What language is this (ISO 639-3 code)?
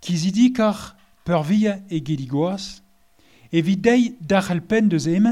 bre